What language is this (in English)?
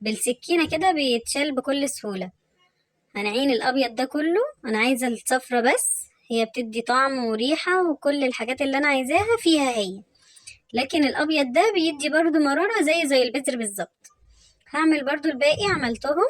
Egyptian Arabic